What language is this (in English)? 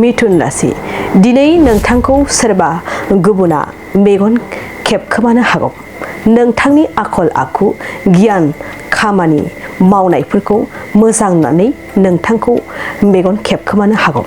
Bodo